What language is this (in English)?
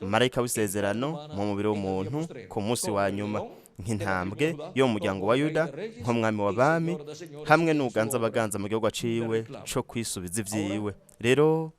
Rundi